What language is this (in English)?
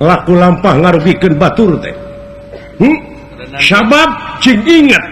Sundanese